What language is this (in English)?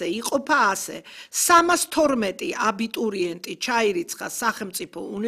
Georgian